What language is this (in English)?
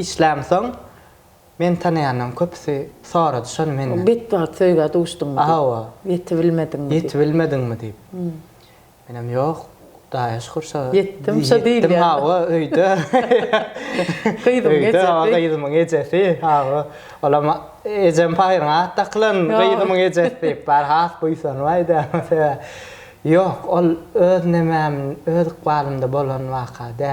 Turkmen